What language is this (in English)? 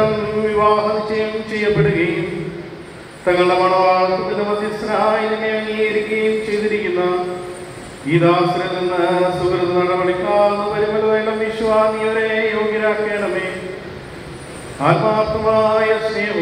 Malayalam